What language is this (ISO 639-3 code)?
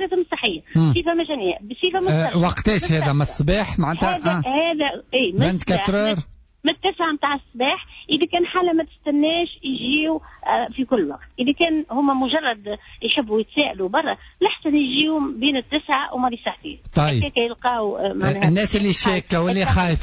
aeb